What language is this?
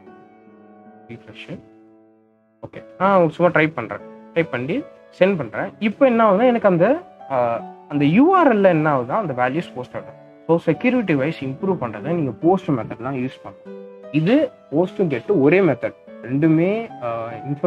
Tamil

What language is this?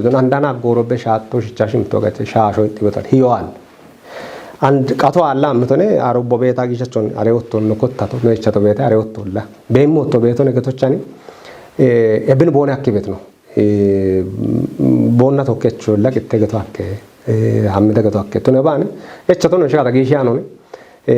Kafa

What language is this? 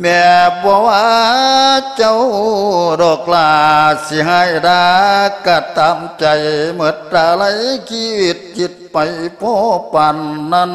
Lao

